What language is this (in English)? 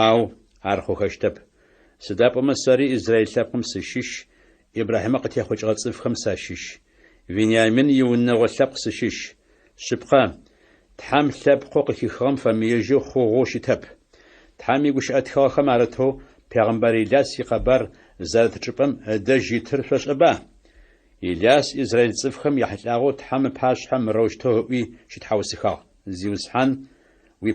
Adyghe